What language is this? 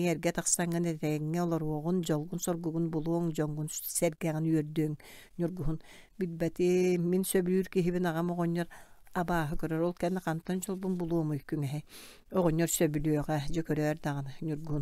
Yakut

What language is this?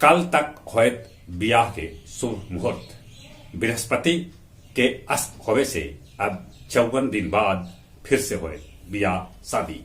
Magahi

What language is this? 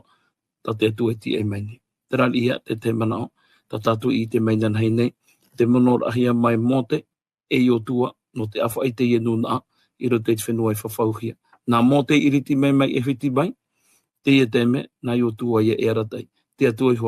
Tahitian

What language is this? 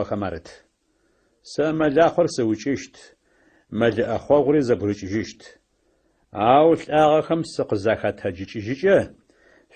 Adyghe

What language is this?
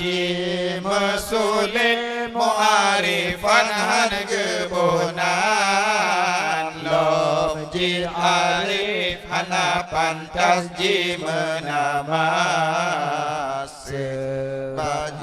Achinese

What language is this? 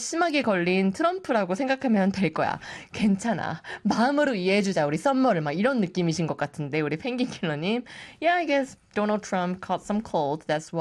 Korean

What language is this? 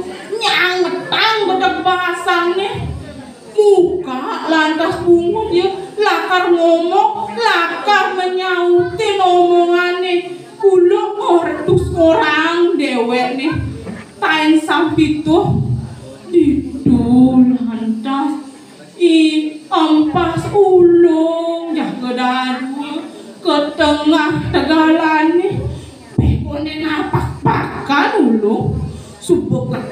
Balinese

